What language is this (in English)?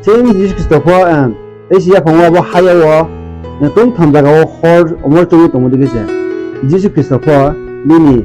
Riang (India)